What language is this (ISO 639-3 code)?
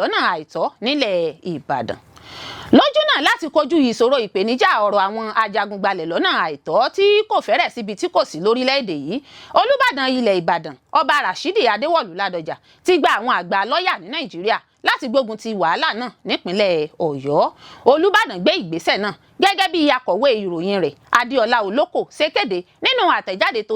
yor